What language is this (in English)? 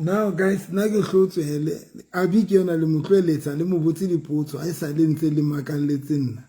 Southern Sotho